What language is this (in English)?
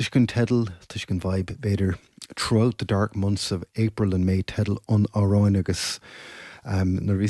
Irish